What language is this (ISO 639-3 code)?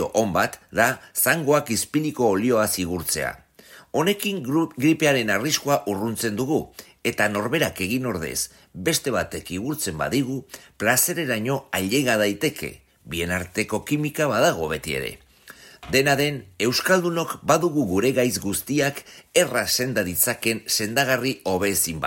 eus